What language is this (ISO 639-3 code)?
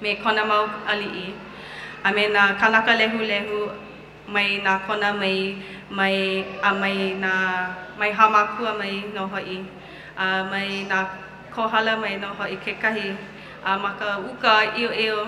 haw